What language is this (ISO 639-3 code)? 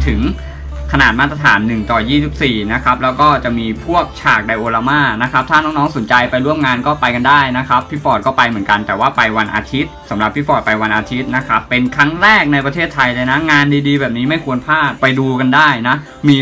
tha